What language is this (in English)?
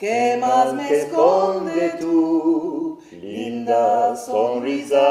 Ladino